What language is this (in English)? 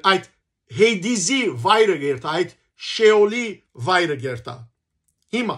Western Armenian